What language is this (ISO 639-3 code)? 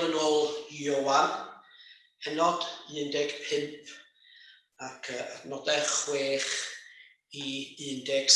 cym